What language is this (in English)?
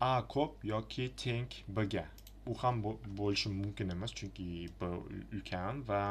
Uzbek